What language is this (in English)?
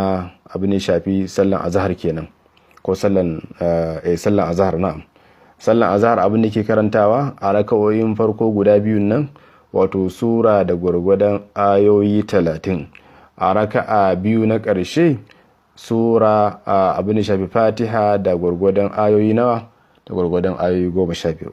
Hausa